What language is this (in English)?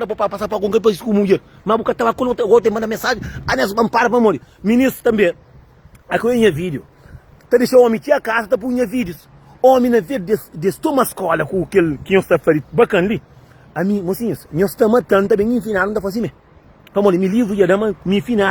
Kabuverdianu